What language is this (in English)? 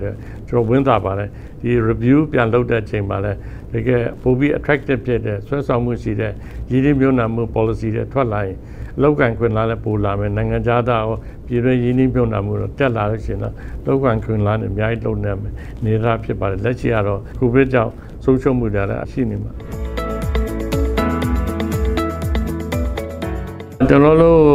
Burmese